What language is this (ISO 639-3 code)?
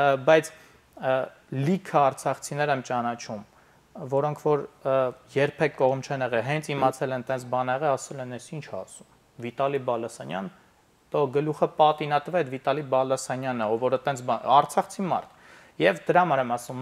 hye